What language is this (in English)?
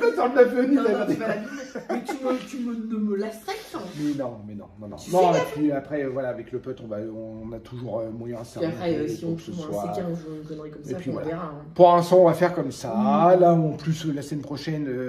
French